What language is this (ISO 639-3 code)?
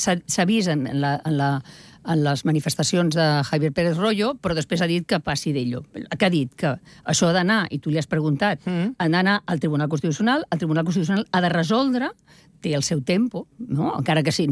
cat